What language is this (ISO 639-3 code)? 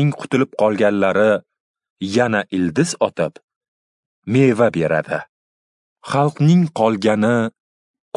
uzb